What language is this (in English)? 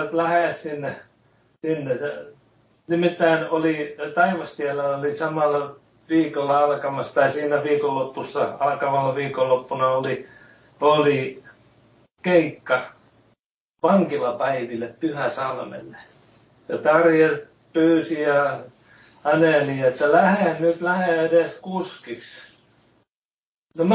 Finnish